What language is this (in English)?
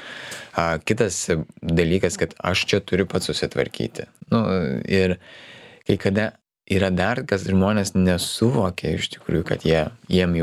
Lithuanian